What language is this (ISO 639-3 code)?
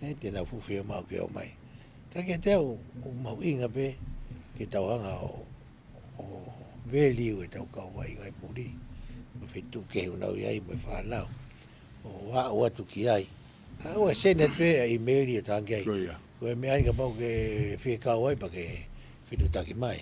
ton